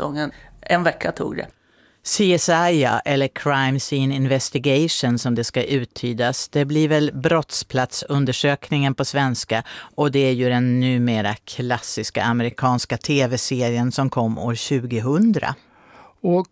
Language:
Swedish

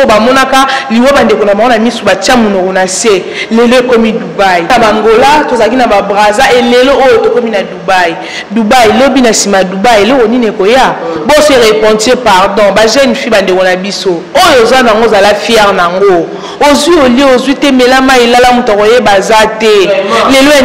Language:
Lingala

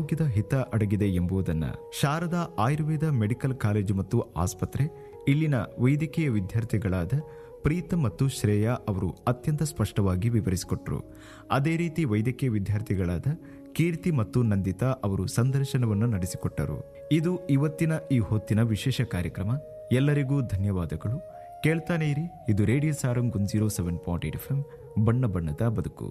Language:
Kannada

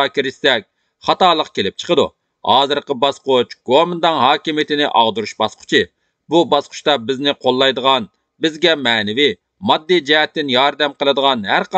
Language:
Uyghur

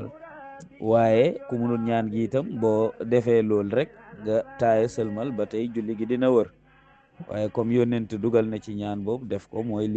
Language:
Wolof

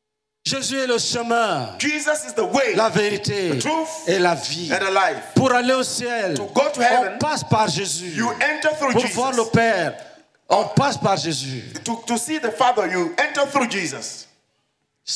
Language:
French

